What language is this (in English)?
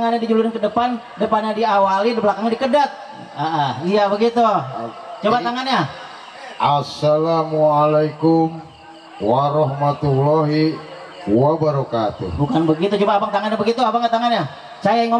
Betawi